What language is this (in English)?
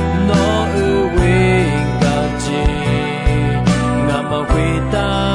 Akha